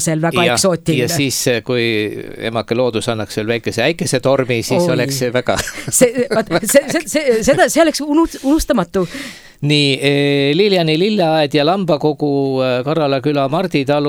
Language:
Estonian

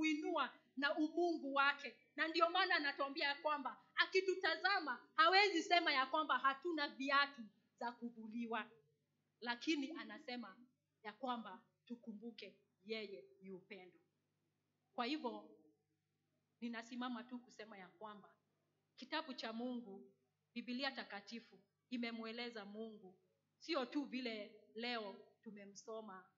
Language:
Swahili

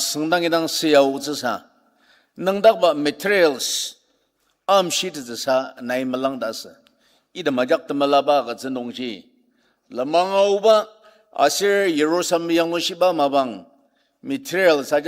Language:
Ao Naga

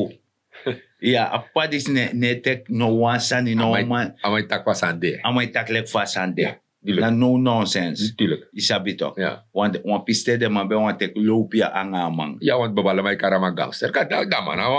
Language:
Sranan Tongo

